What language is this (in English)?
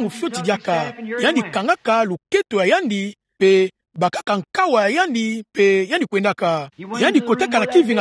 Kituba (Democratic Republic of Congo)